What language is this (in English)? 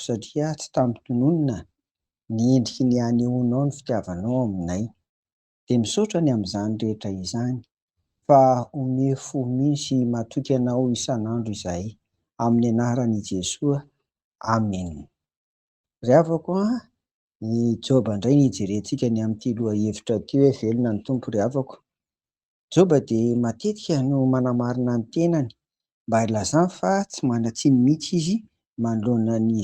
Malagasy